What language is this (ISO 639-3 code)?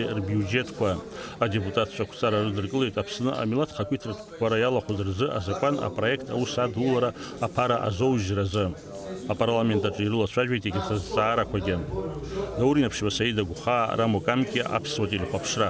abk